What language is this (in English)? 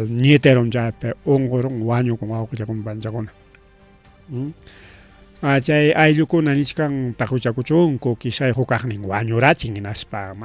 Ayacucho Quechua